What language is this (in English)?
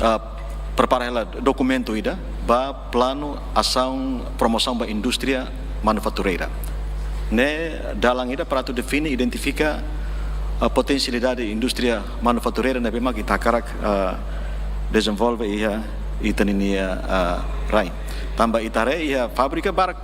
Tetum